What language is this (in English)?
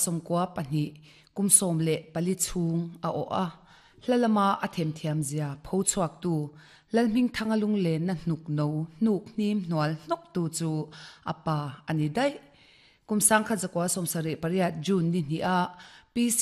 Mizo